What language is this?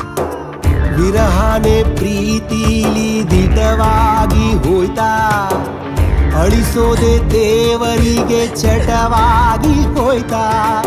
Kannada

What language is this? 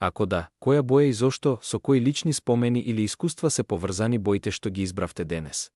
Macedonian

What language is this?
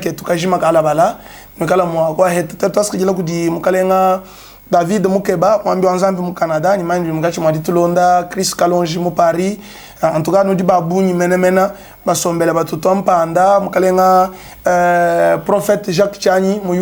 Luba-Lulua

